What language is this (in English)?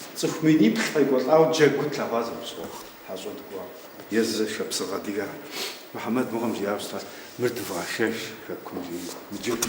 Kabardian